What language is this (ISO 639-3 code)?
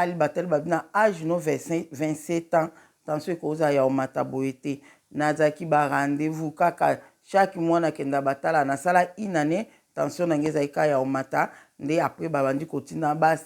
lin